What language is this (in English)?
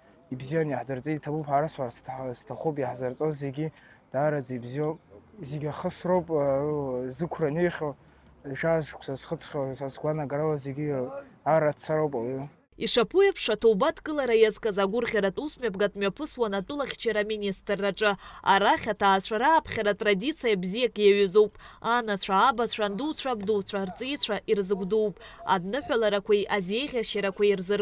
Abkhazian